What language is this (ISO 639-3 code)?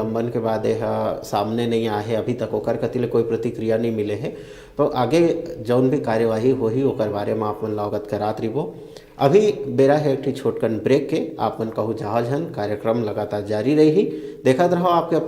hne